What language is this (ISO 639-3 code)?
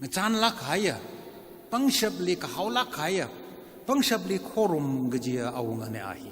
nmf